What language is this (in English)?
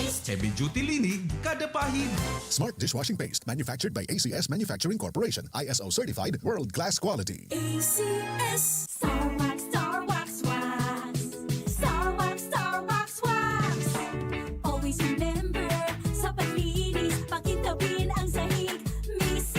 Bikol